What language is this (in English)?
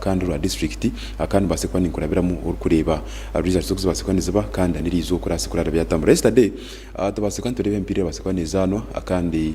Nyankole